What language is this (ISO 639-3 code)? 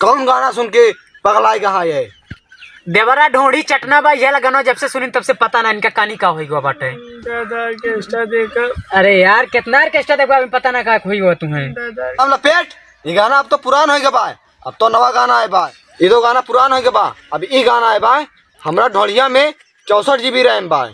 awa